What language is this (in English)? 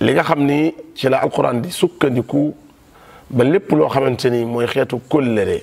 Wolof